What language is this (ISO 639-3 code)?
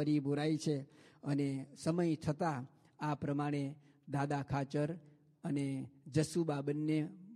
guj